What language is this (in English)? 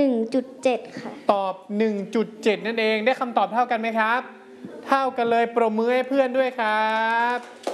Thai